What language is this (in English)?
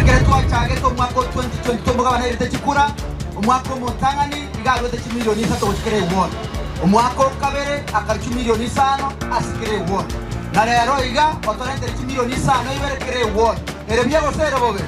Gusii